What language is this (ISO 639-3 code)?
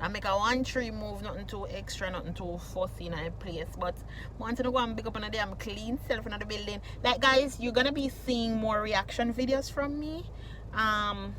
jam